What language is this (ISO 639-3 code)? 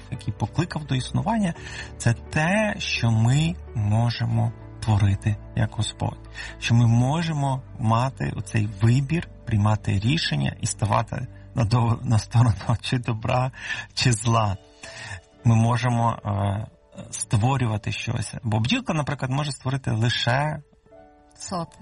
ukr